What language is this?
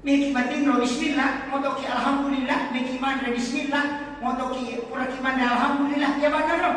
Buginese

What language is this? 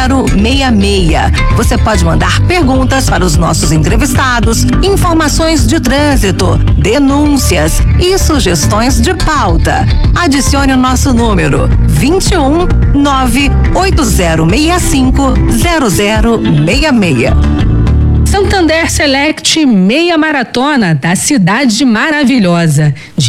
Portuguese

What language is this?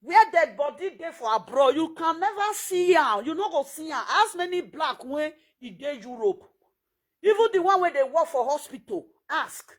Nigerian Pidgin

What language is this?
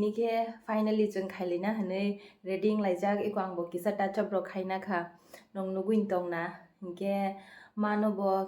Kok Borok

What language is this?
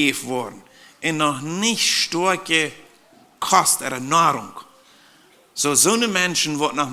Plautdietsch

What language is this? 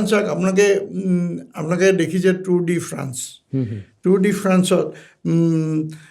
Assamese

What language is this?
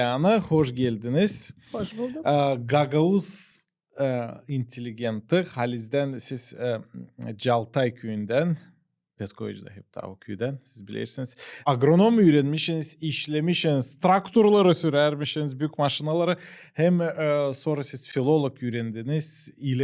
Gagauz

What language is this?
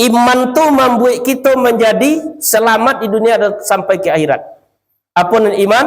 Minangkabau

